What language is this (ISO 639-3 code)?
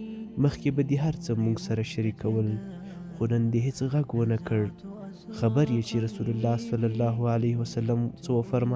pus